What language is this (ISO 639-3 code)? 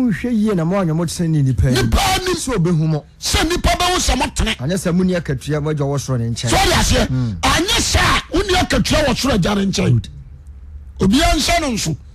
aka